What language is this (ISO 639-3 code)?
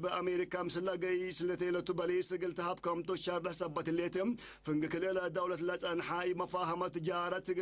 tig